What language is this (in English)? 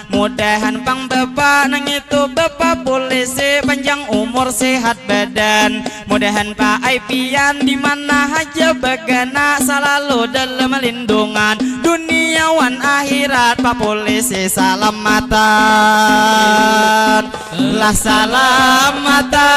Banjar